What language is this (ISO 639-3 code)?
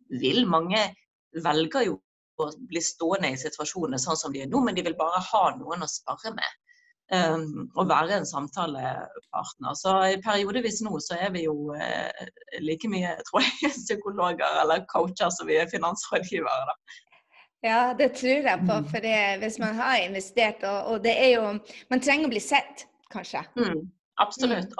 nor